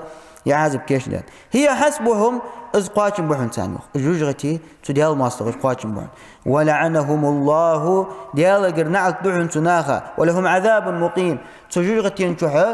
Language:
Ingush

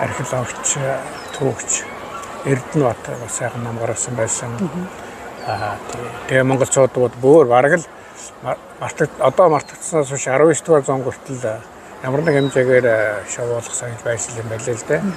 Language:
Mongolian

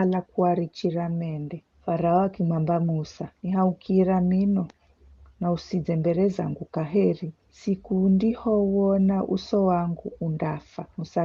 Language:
Giryama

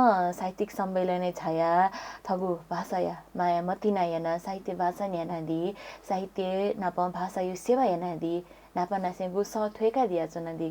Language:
Newari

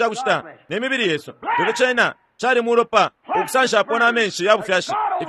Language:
Bemba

